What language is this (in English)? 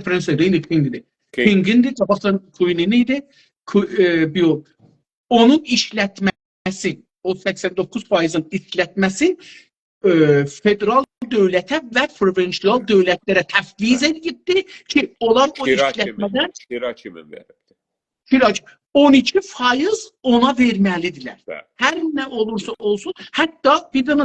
South Azerbaijani